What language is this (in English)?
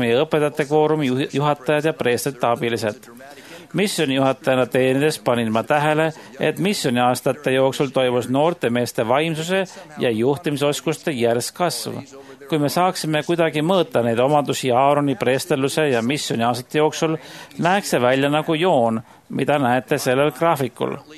Estonian